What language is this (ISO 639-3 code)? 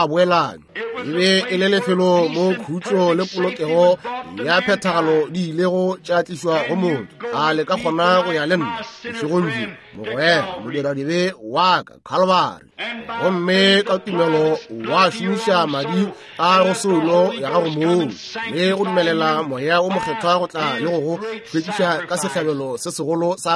nso